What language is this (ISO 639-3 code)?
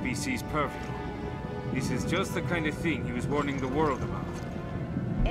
eng